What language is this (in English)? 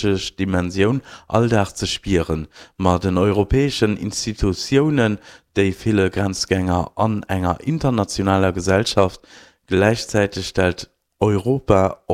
Luxembourgish